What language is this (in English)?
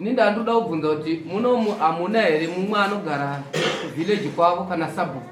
Shona